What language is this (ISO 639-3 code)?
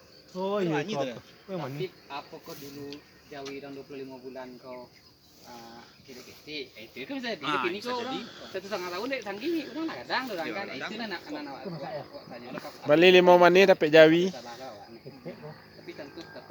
min